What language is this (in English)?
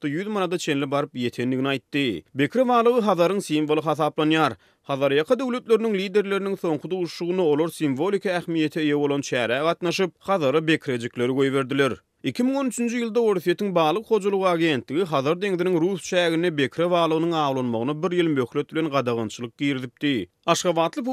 Turkmen